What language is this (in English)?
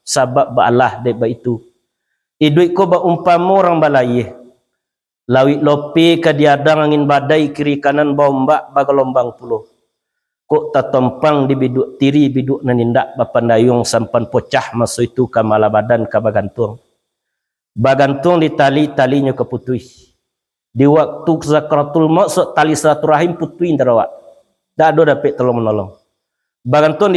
Minangkabau